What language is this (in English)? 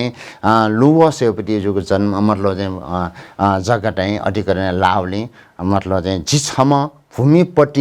Newari